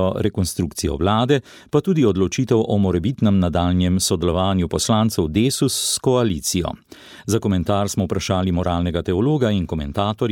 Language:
Slovenian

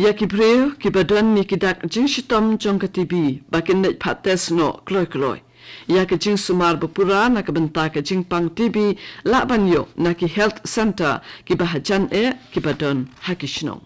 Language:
Khasi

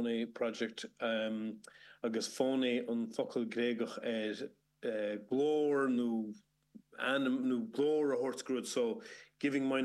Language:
Irish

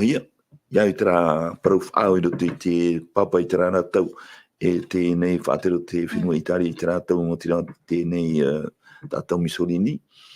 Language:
Tahitian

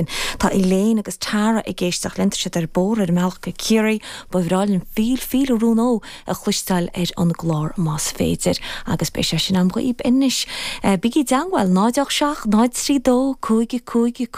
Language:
Irish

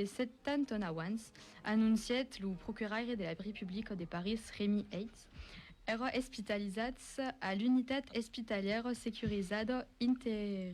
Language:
Occitan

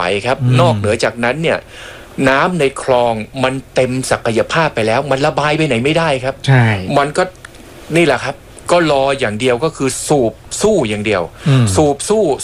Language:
Thai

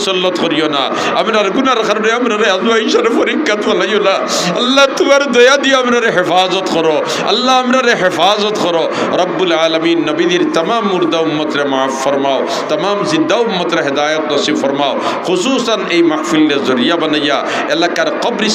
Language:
Sylheti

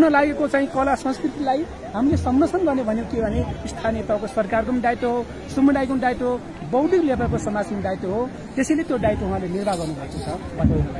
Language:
Nepali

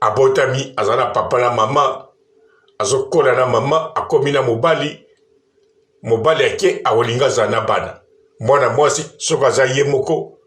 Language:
Lingala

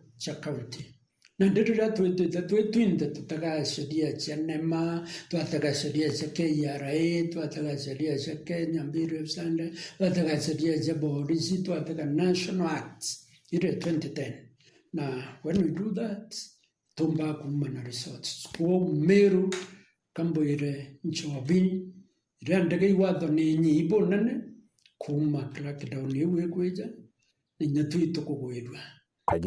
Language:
Meru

